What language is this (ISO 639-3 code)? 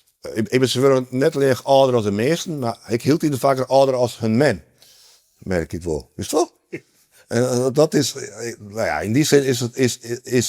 fry